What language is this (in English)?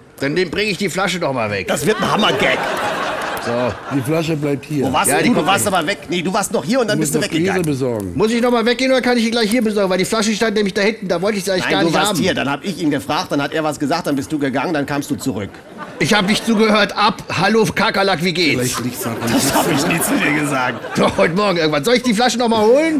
German